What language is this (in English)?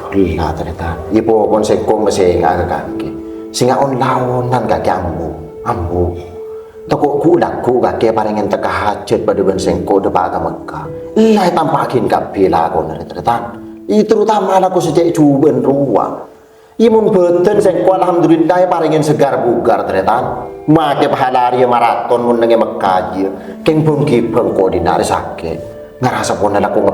Madurese